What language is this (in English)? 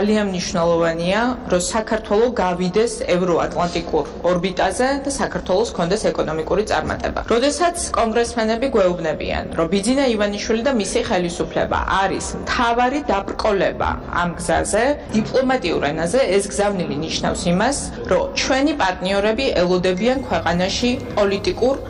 Georgian